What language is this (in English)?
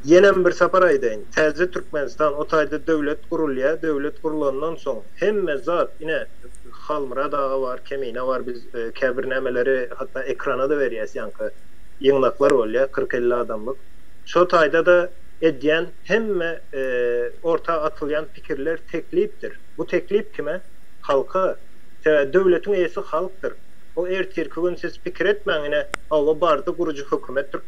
Turkmen